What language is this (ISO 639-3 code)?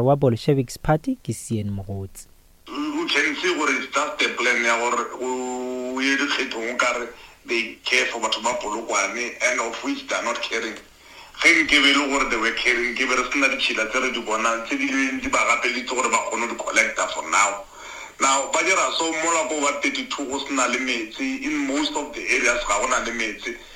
nso